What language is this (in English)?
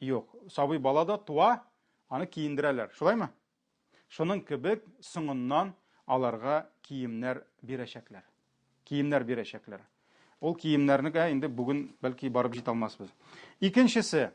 Tatar